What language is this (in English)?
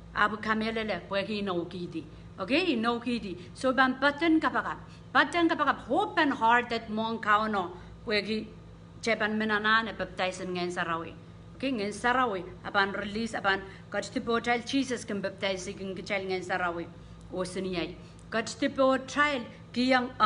Pohnpeian